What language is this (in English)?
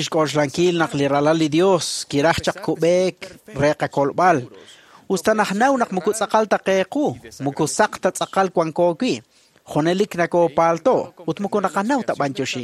Kekchí